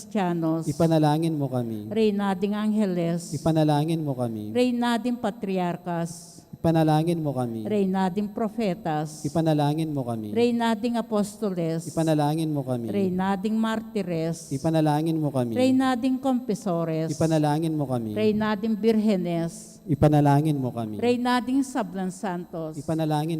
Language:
Pampanga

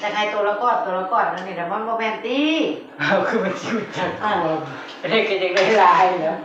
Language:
Northeastern Thai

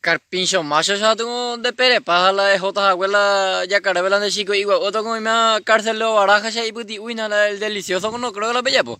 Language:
Guarani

